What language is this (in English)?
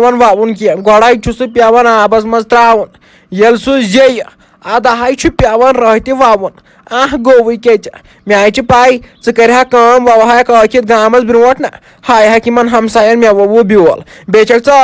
Kashmiri